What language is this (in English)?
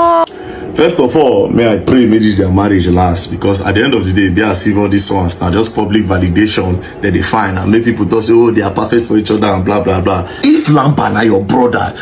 Nigerian Pidgin